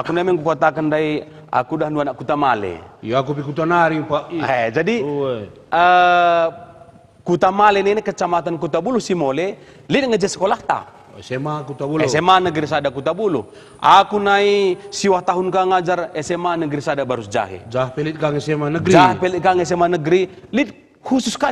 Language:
Batak Karo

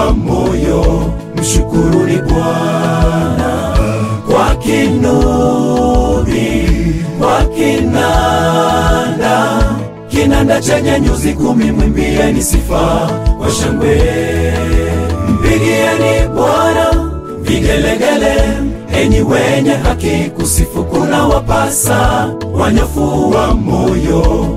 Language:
Swahili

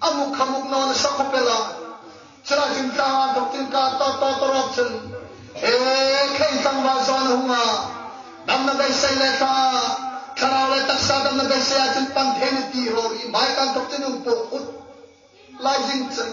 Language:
Hmar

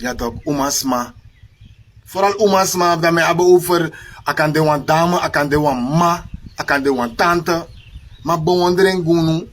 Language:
Sranan Tongo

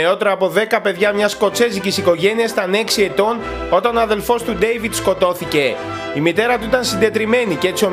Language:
Greek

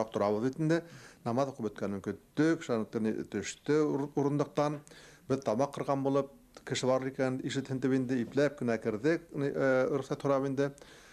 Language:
Bashkir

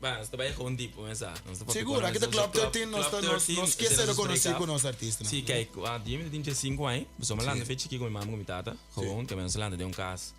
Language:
Papiamento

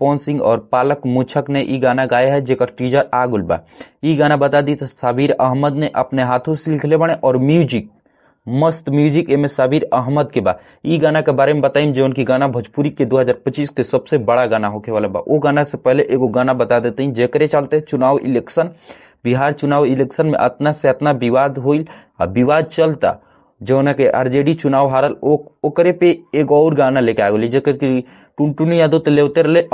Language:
Bhojpuri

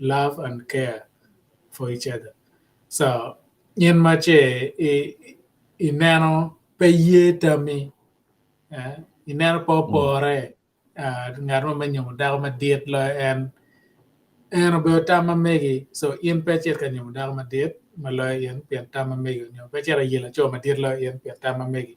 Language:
Acoli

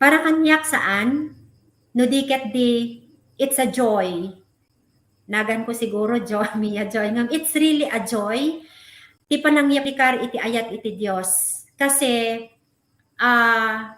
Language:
Iloko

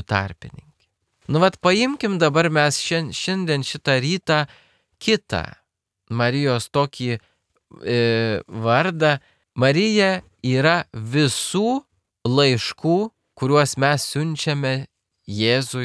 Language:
Lithuanian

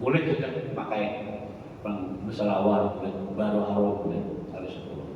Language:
Banjar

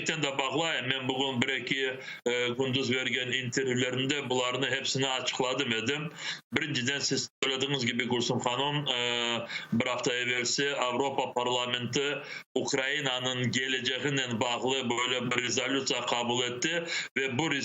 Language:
Crimean Tatar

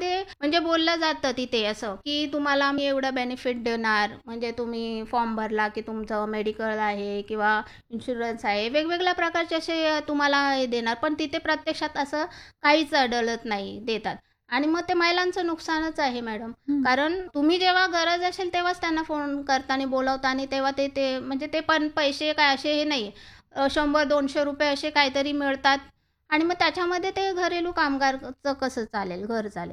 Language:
Marathi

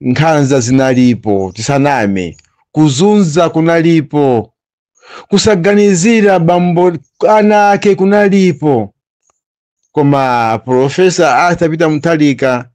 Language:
Nyanja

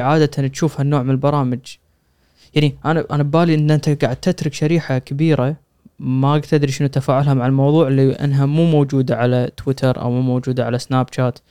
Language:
Gulf Arabic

